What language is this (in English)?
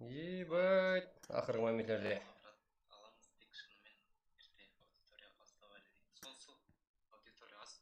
Kara-Kalpak